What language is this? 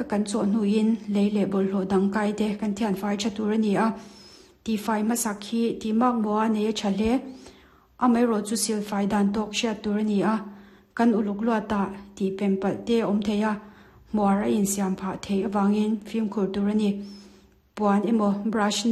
Mizo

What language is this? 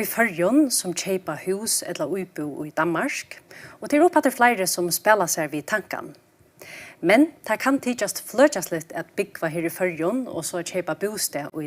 Faroese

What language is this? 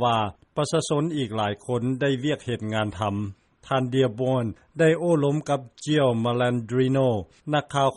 Lao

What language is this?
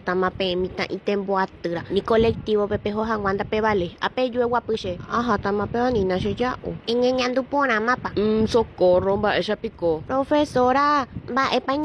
Guarani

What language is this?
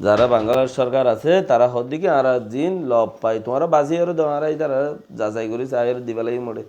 Rohingya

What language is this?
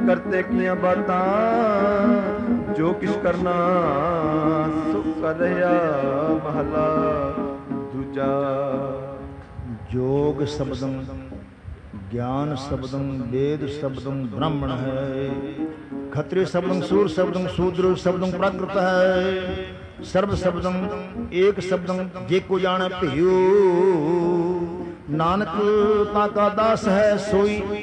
Punjabi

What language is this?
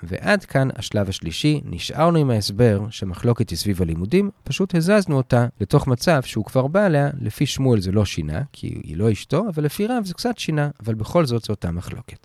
Hebrew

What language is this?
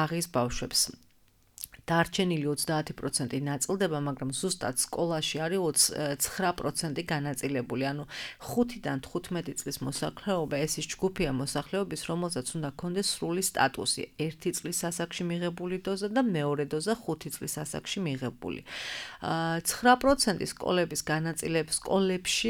Georgian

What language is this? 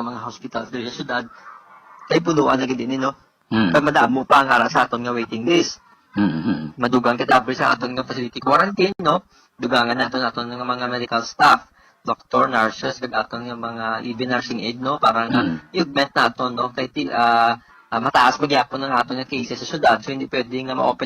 Hiligaynon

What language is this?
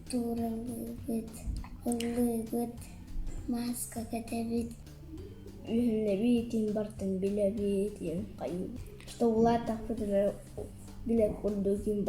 Yakut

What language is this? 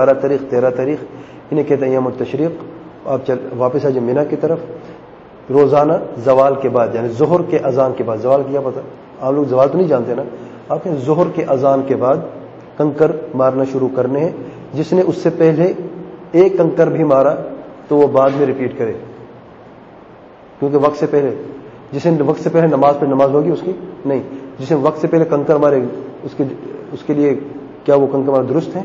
Urdu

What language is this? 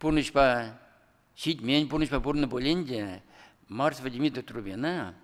Chuvash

